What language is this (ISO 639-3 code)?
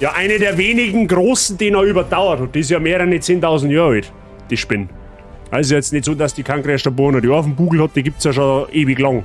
bar